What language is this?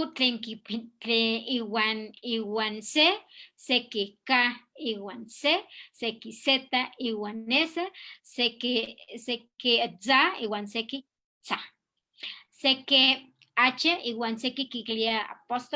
Eastern Huasteca Nahuatl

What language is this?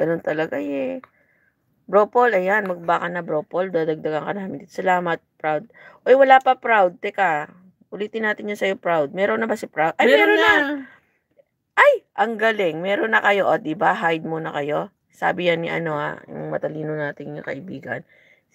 Filipino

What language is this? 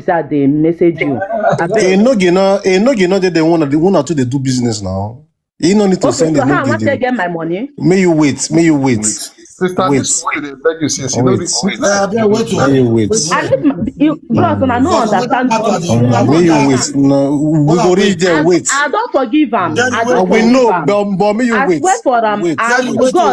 Nigerian Pidgin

